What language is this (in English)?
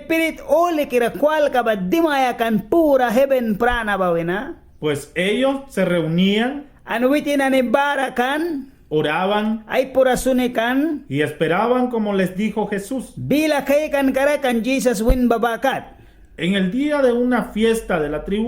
Mískito